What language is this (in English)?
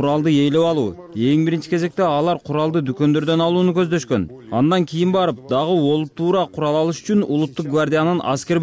Kyrgyz